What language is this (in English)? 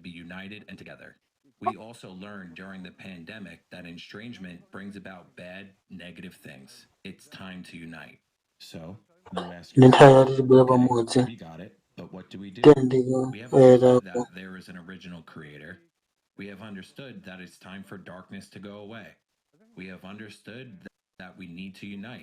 Nyanja